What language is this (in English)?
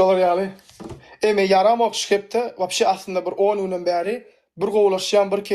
Turkmen